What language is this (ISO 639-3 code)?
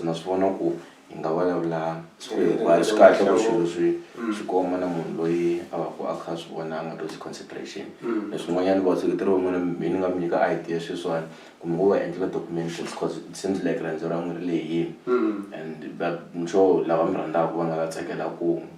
tso